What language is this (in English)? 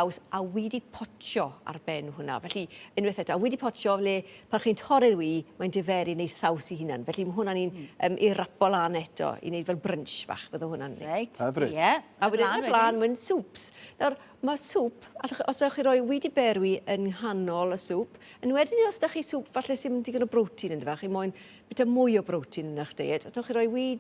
Welsh